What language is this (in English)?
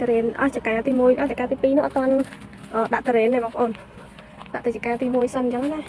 Khmer